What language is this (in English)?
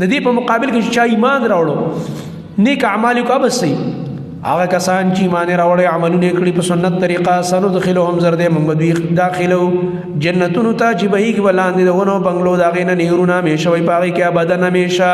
Pashto